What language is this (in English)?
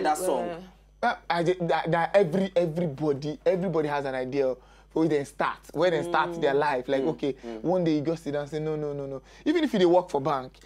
Nigerian Pidgin